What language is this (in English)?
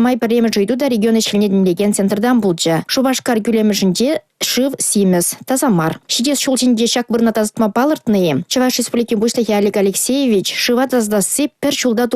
Chuvash